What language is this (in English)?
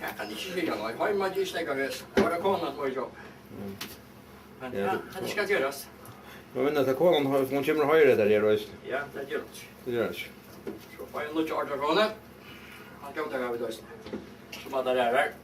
Faroese